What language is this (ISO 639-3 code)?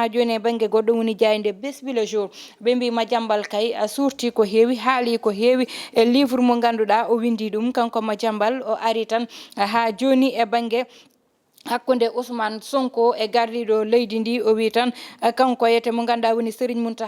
ful